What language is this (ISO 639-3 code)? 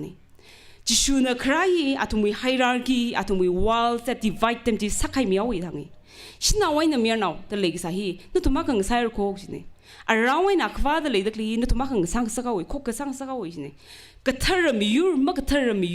nmf